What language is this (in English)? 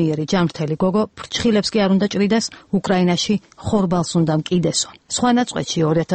Georgian